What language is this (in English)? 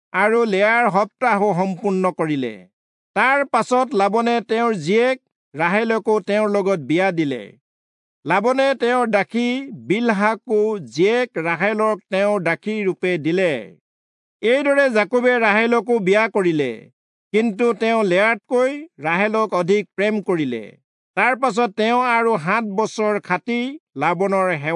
Assamese